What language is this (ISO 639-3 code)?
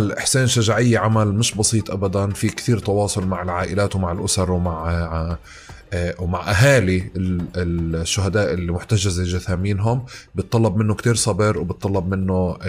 apc